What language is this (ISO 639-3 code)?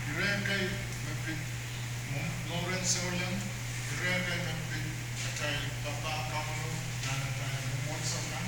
pon